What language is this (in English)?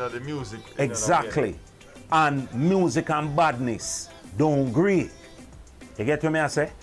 Jamaican Creole English